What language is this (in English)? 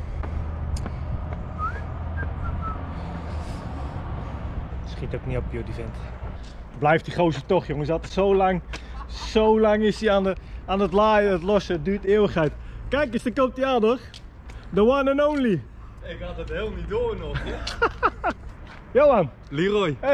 Dutch